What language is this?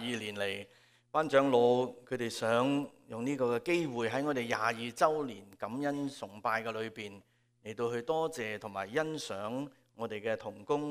Cantonese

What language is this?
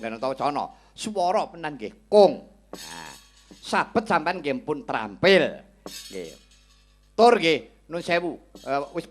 Javanese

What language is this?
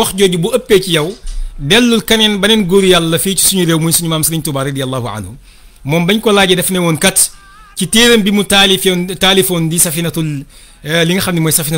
Wolof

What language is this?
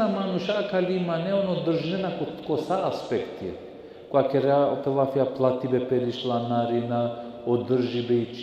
Balkan Romani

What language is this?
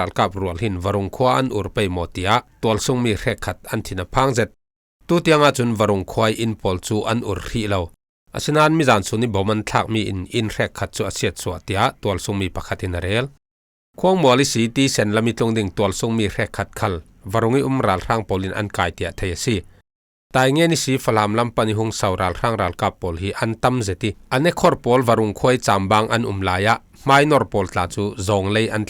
Falam Chin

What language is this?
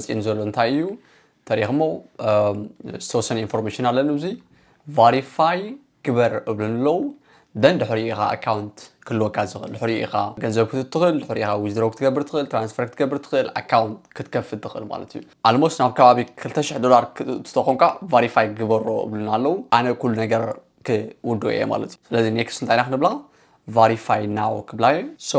Tigrinya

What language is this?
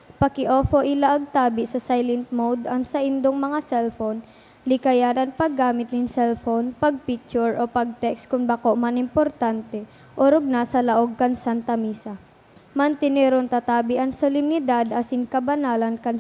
Bikol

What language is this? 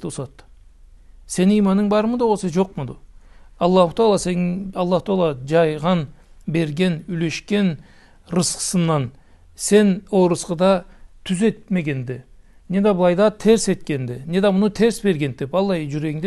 Karachay-Balkar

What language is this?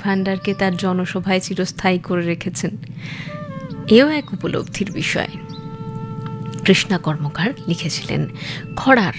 Bangla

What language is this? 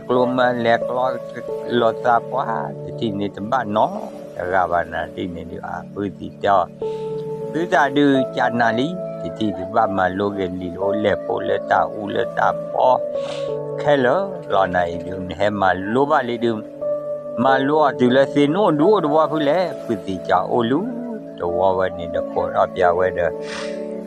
S'gaw Karen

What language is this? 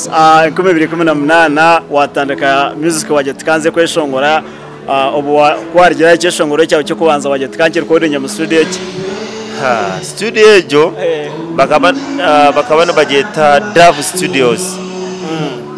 Nyankole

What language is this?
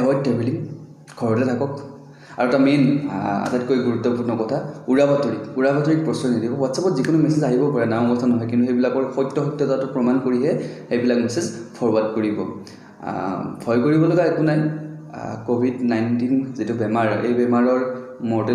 Assamese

